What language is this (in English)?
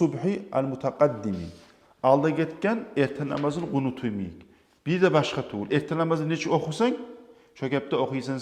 Kumyk